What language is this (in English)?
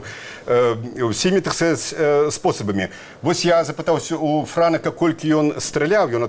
Belarusian